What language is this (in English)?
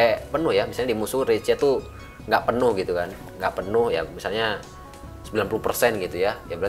Indonesian